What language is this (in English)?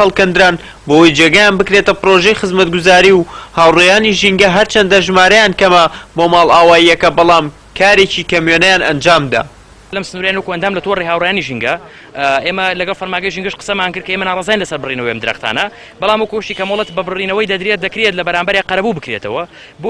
Central Kurdish